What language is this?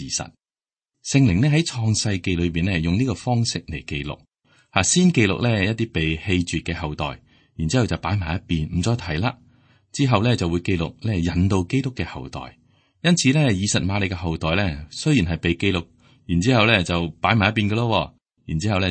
Cantonese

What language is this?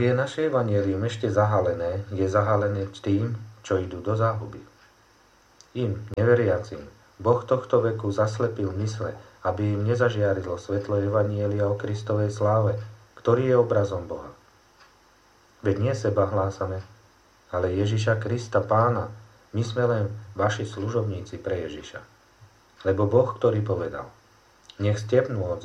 Slovak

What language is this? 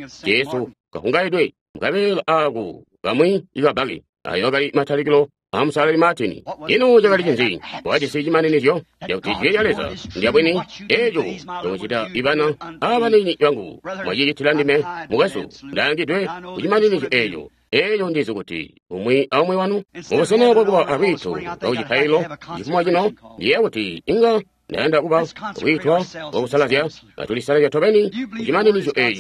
Tonga (Zambia)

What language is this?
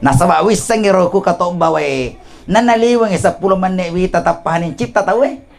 Buginese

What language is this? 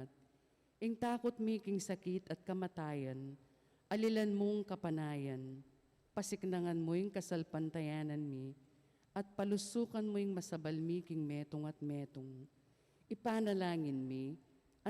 Pampanga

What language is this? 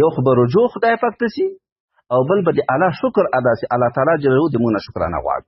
Pashto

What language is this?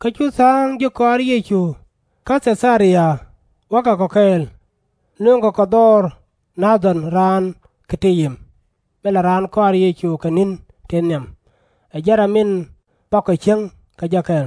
Nuer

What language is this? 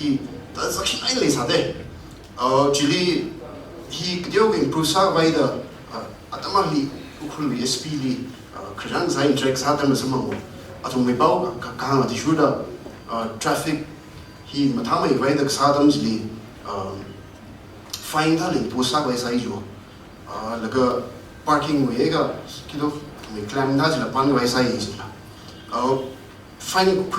Tangkhul Naga (India)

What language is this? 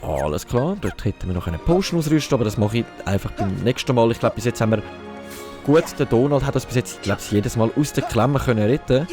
Swiss German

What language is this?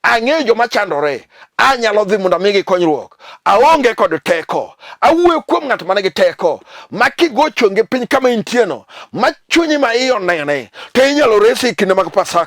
Luo (Kenya and Tanzania)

